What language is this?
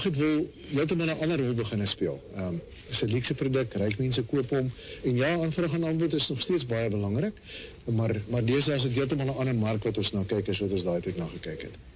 Afrikaans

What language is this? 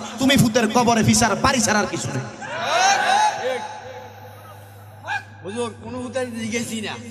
Bangla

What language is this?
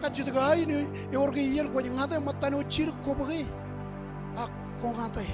Marshallese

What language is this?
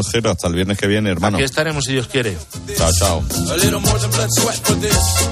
Spanish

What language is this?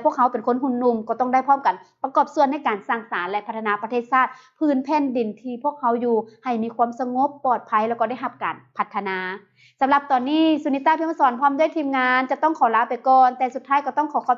Lao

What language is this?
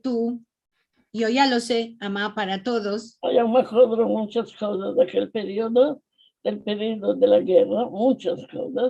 Ladino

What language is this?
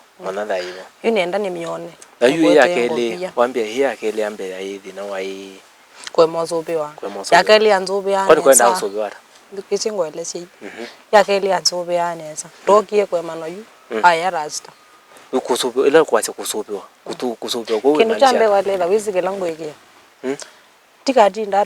Kamba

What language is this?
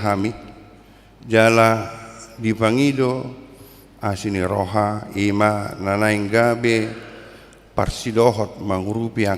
Batak Toba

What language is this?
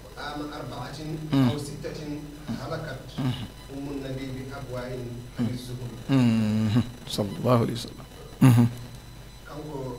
Fula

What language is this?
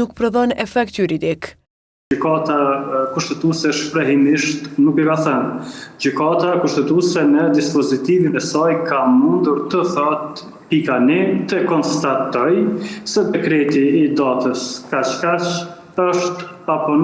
Albanian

